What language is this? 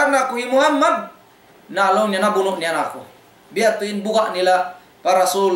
Tausug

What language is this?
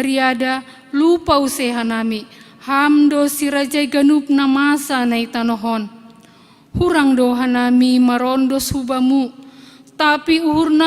Batak Simalungun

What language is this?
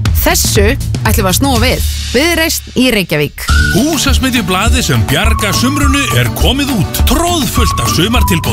Icelandic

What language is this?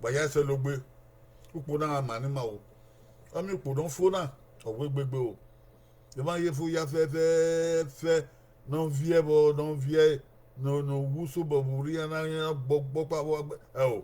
Bini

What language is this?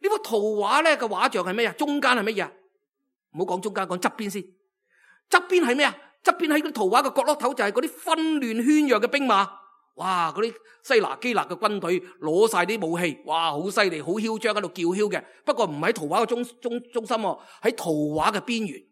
Cantonese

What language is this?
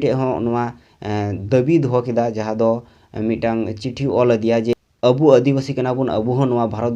Santali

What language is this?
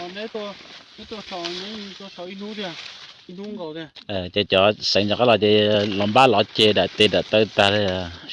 Hmong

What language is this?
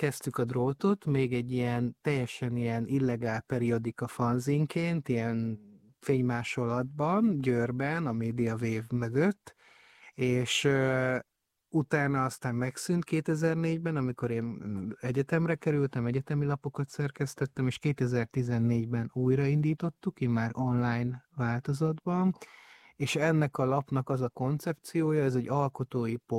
Hungarian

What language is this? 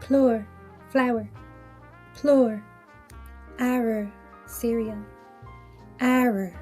Irish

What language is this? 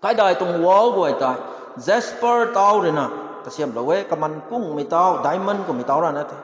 Rongmei Naga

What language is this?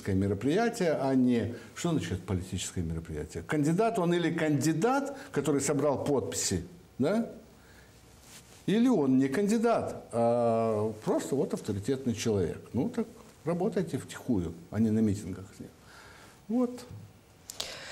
Russian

